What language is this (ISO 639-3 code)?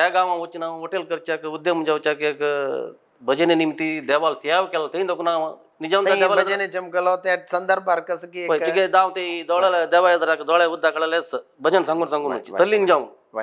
kok